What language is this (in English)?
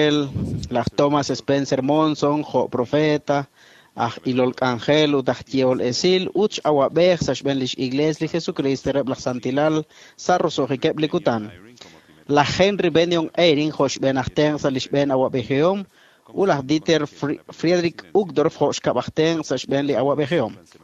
Kekchí